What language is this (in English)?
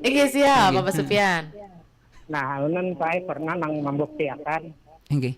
Banjar